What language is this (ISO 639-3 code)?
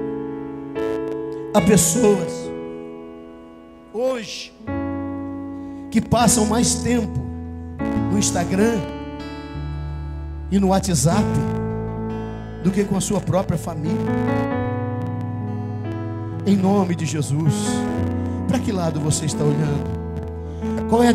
por